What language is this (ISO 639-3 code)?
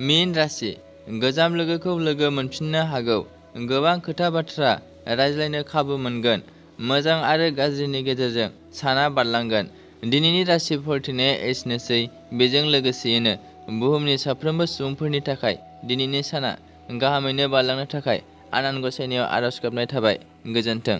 brx